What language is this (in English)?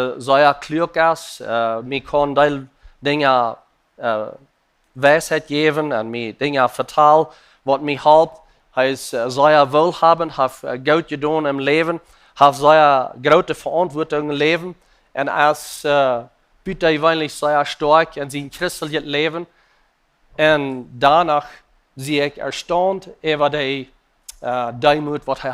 Plautdietsch